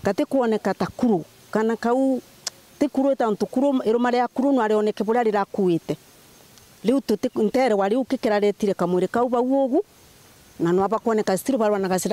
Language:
Meru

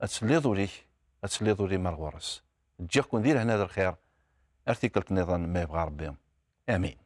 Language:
Kabyle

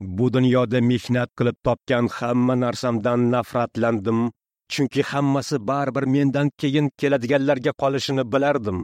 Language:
Uzbek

